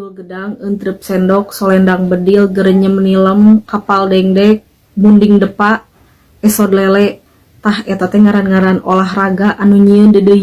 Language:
Sundanese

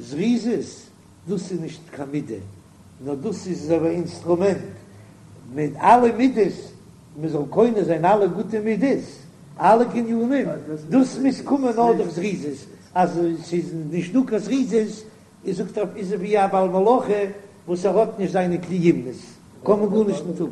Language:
Yiddish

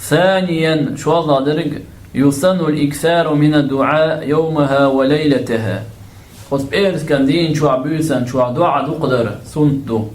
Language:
Chechen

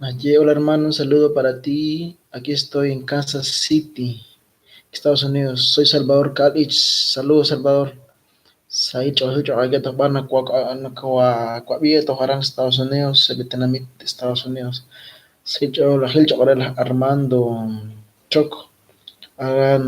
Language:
Kekchí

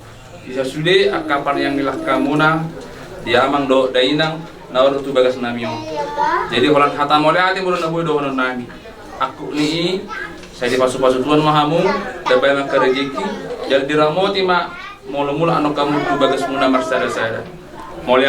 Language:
Batak Toba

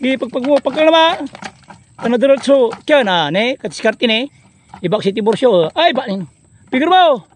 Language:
Pangasinan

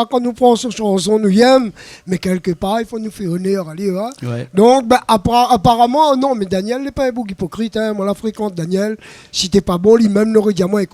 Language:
Réunion Creole French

